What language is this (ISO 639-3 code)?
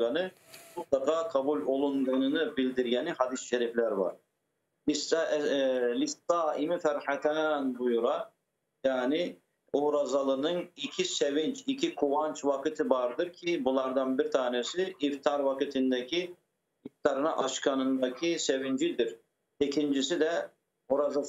crh